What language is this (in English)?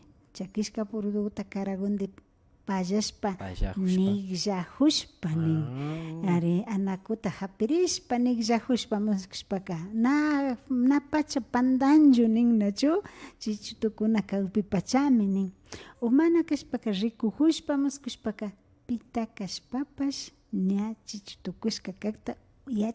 Imbabura Highland Quichua